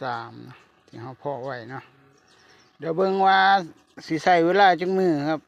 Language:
Northeastern Thai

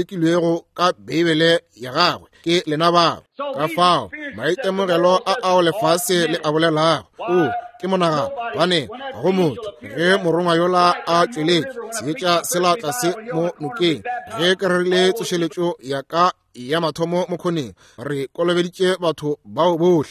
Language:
Northern Sotho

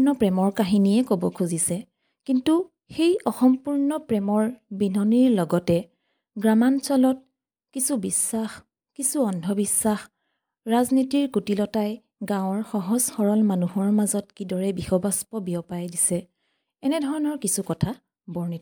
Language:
Assamese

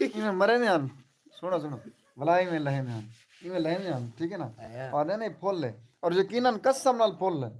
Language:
Saraiki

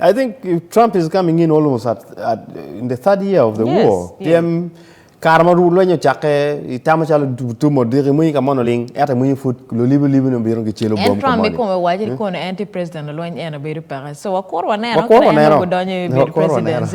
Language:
Acoli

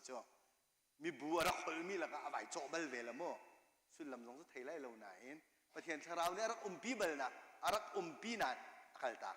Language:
Hakha Chin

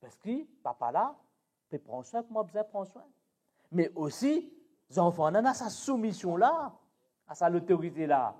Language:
Morisyen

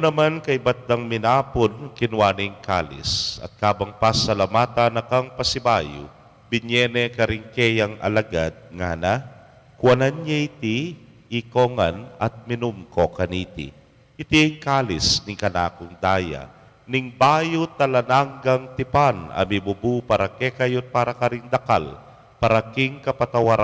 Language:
Pampanga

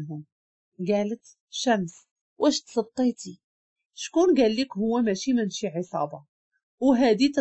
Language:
Moroccan Arabic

